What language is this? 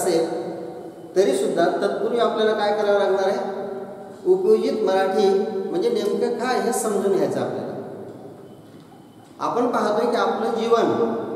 Marathi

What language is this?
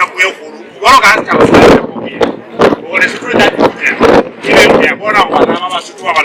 Southern Sotho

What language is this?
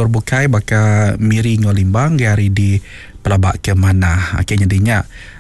Iban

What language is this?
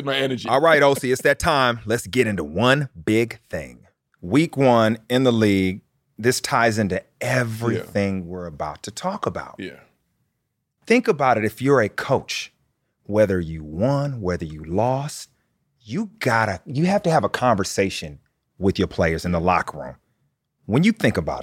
English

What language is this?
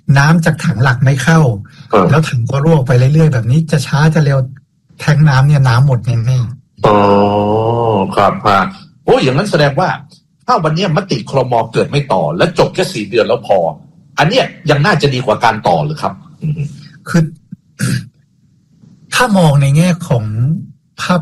Thai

